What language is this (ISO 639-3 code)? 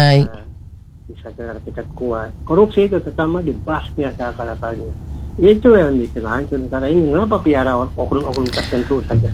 ind